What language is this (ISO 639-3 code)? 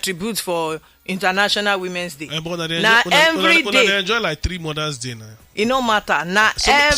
pcm